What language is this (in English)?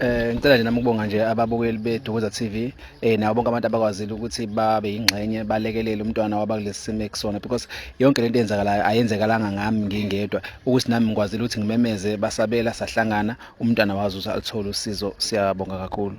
Zulu